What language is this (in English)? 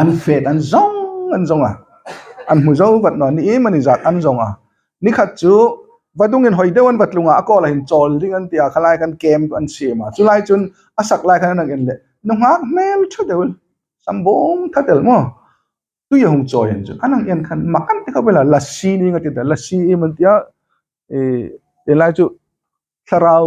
Hmar